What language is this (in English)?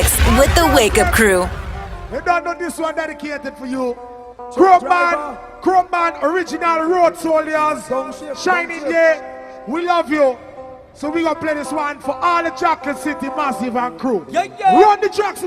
Papiamento